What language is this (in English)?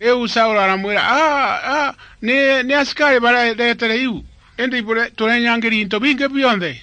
Meru